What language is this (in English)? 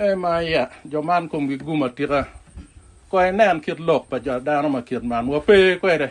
Acoli